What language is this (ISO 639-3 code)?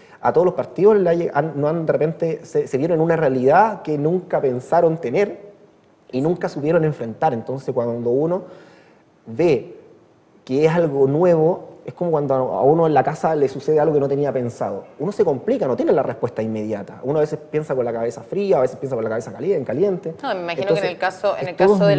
spa